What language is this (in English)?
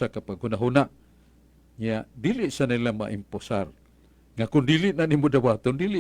Cebuano